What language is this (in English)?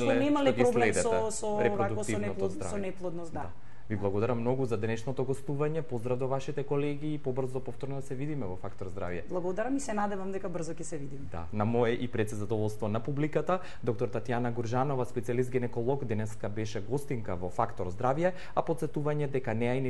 Macedonian